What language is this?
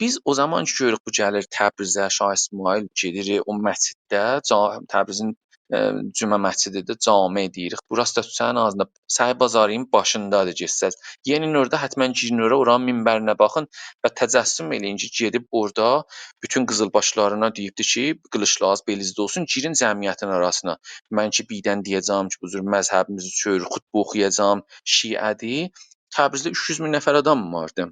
South Azerbaijani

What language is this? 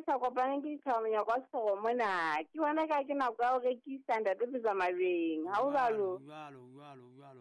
Southern Sotho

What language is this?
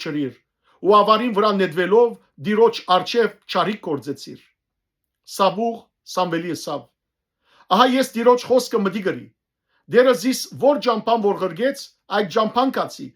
Western Armenian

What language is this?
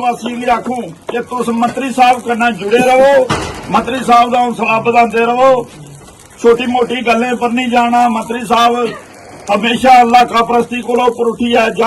Dogri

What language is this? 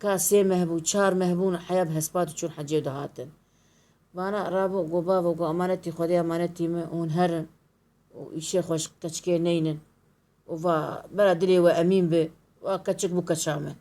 Kurdish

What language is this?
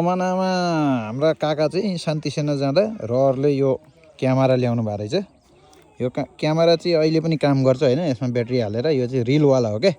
Nepali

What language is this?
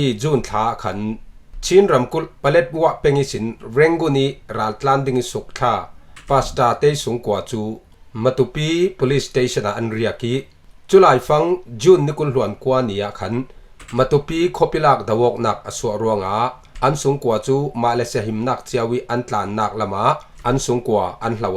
Falam Chin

